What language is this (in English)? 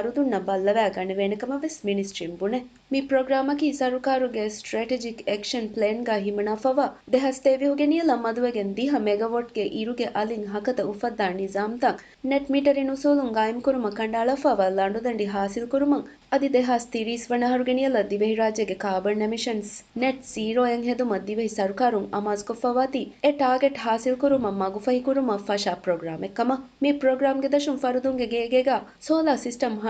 Divehi